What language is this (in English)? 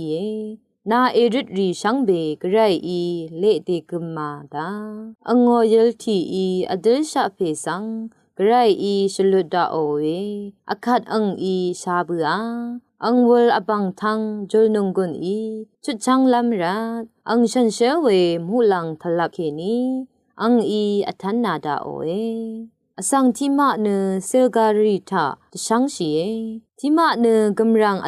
Rawang